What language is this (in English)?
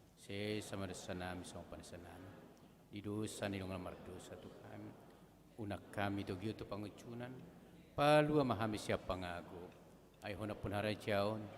Batak Toba